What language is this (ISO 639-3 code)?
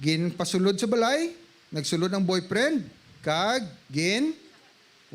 hil